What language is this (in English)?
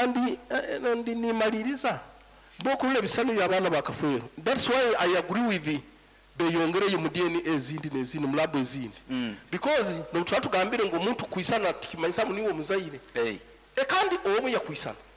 Nyankole